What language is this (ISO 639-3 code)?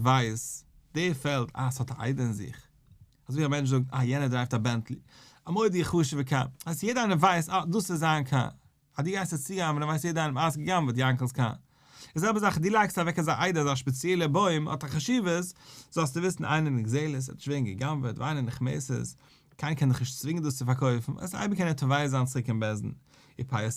yid